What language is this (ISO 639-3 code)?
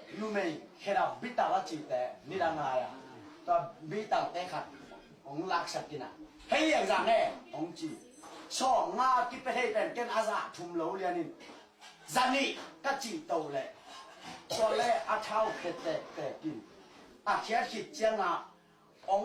ctd